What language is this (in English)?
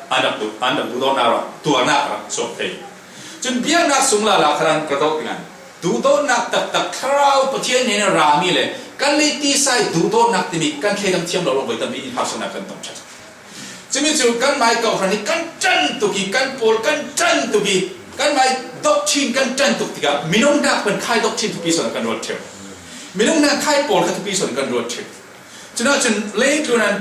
Falam Chin